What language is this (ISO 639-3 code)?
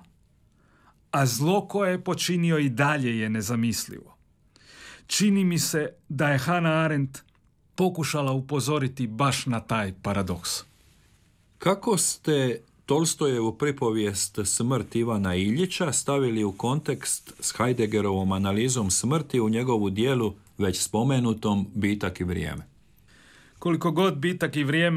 hrv